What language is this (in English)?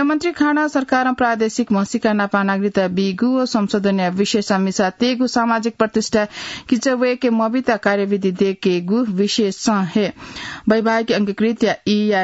Newari